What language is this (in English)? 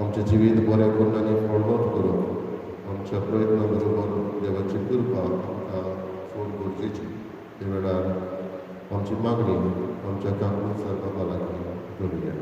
Konkani